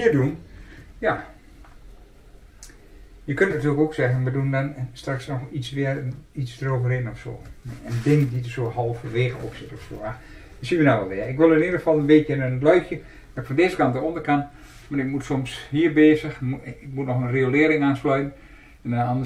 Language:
Dutch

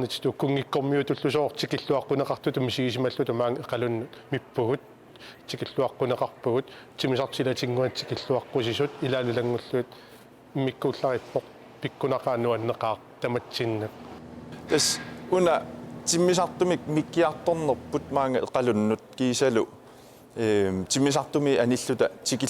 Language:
Kalaallisut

